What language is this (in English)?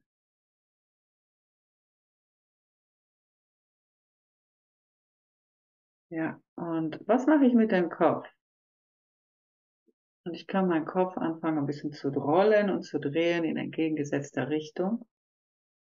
German